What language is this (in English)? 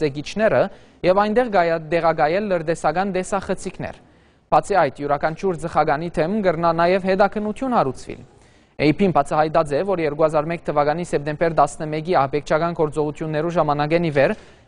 Western Armenian